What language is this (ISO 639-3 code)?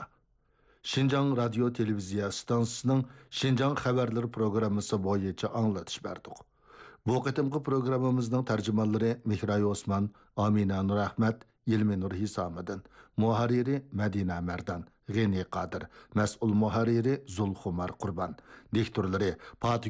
uig